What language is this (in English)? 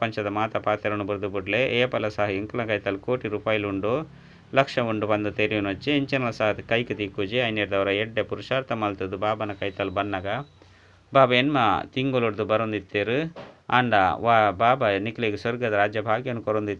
Tulu